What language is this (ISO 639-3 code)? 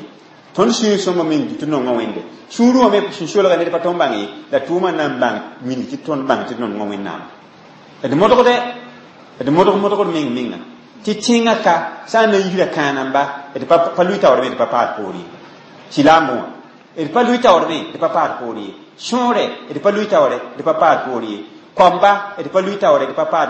mos